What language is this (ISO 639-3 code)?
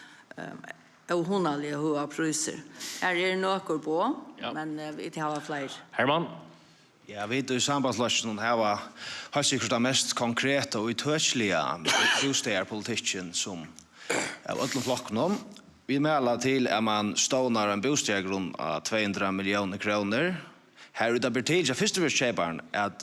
fao